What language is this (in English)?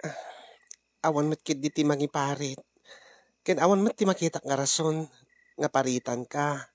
Iloko